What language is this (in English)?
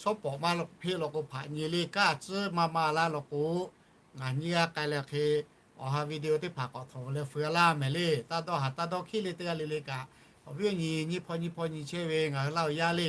Lahu